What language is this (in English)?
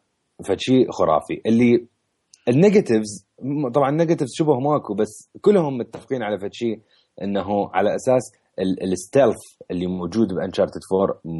Mesopotamian Arabic